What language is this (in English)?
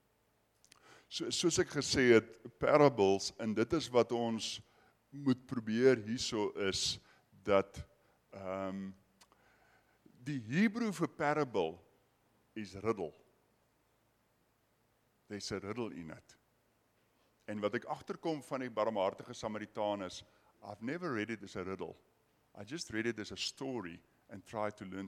Afrikaans